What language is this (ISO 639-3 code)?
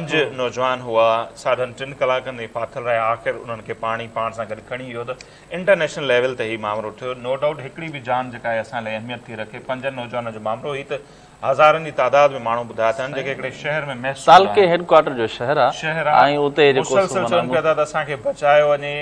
snd